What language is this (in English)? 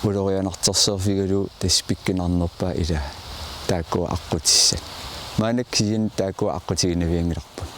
Kalaallisut